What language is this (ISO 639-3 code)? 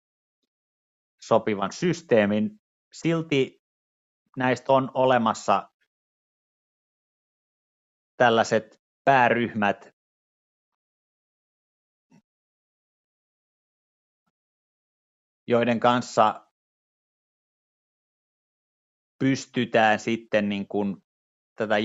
fin